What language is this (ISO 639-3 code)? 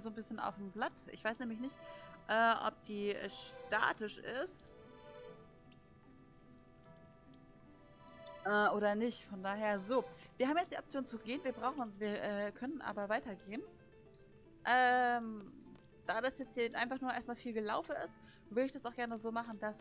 deu